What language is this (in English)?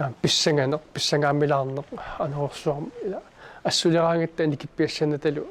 Kalaallisut